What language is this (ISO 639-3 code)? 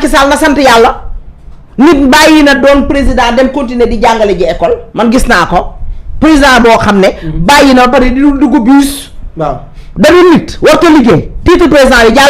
wol